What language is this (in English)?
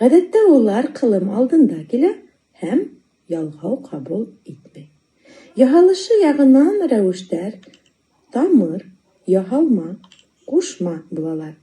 Bashkir